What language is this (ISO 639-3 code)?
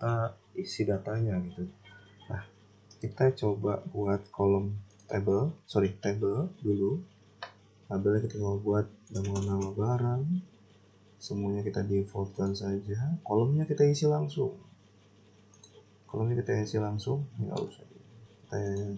ind